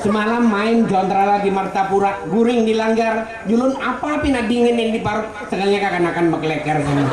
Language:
Banjar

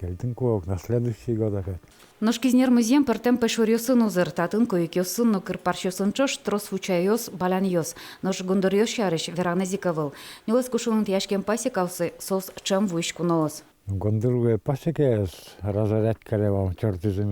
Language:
Udmurt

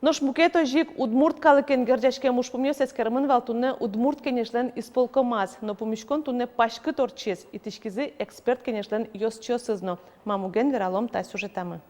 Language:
Udmurt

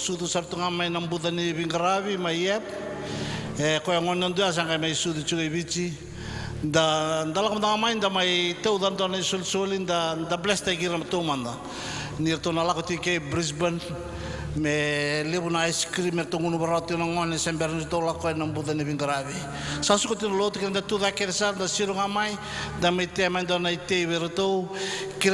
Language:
Fijian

